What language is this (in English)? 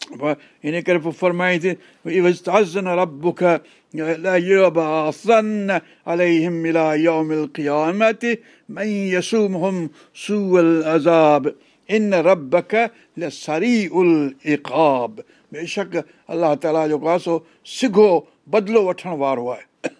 Sindhi